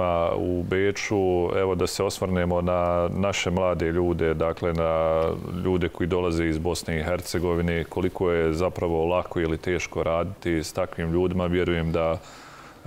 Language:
Bosnian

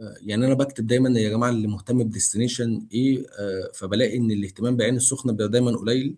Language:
Egyptian Arabic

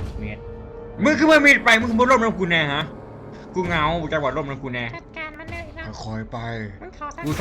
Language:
Lao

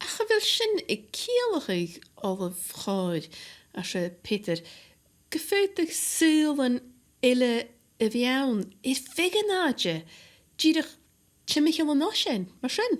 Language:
Scottish Gaelic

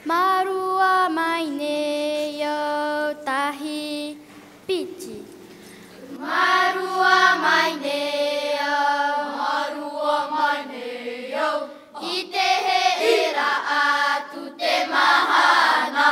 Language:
Tahitian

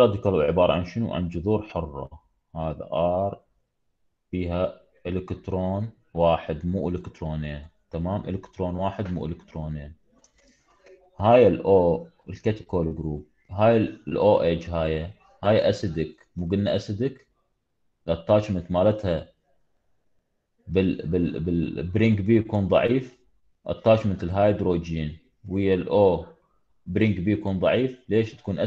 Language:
Mesopotamian Arabic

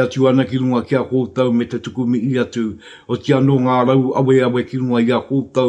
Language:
Māori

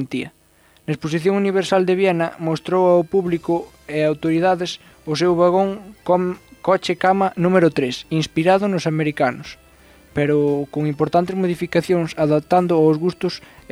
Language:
Galician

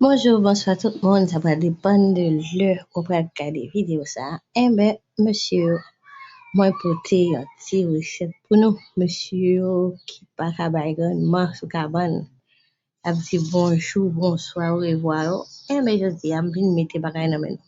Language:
Haitian Creole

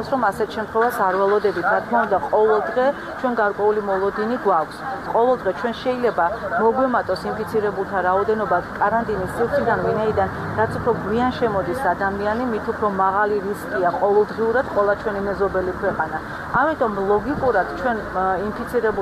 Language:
Georgian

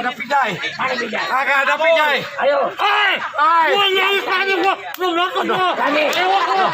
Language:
Betawi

